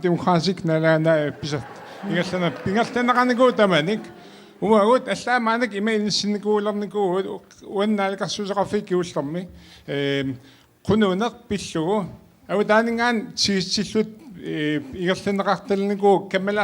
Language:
Kalaallisut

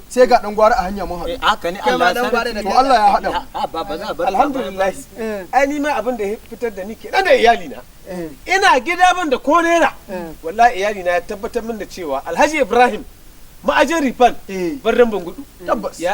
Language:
Hausa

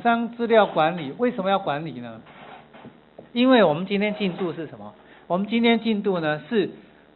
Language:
Chinese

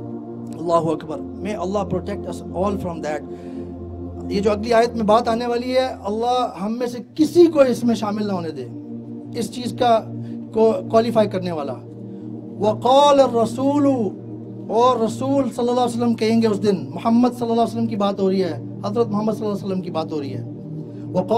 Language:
Urdu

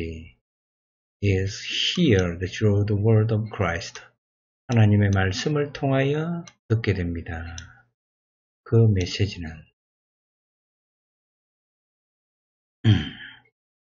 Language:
Korean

